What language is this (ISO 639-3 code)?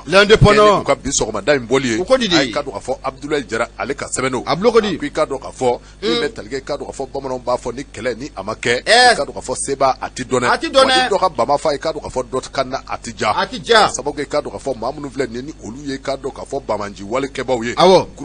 bam